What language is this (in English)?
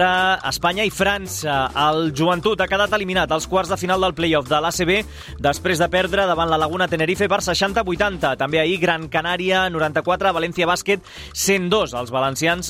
Catalan